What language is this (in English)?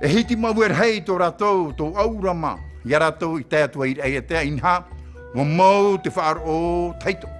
Tahitian